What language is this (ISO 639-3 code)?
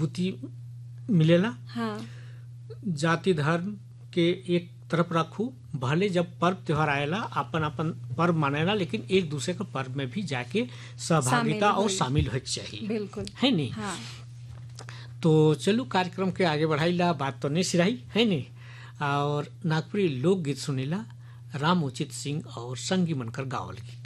sck